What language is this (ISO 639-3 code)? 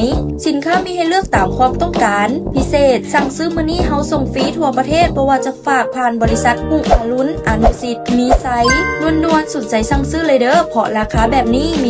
lao